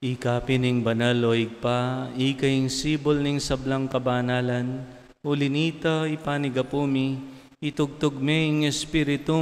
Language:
Pampanga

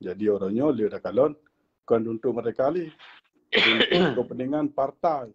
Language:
Achinese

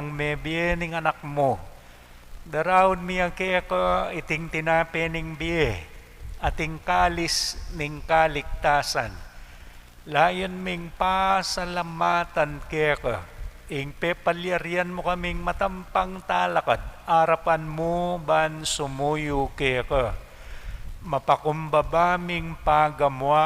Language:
Pampanga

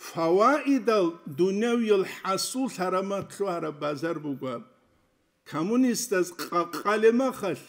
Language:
Avaric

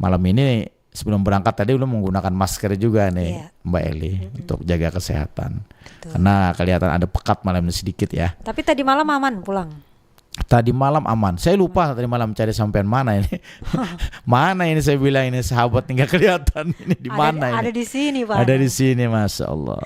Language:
Banjar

